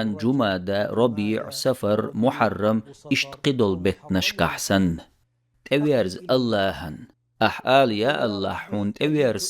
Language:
Chechen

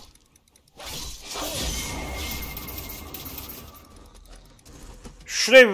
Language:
Turkish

